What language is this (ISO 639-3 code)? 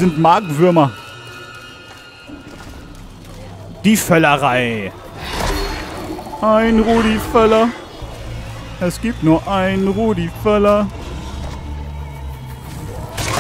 deu